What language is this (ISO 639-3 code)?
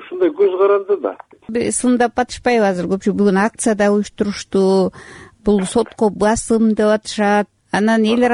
kir